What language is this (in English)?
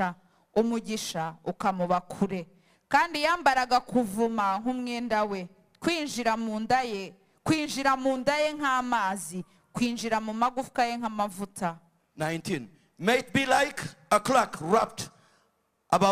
Kinyarwanda